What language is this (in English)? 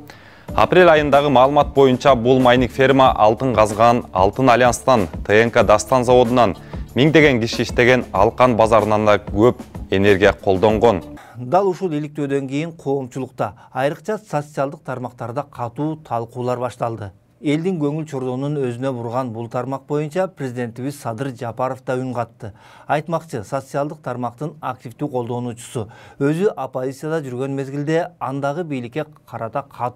Kyrgyz